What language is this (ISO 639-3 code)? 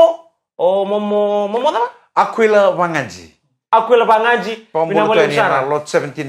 fij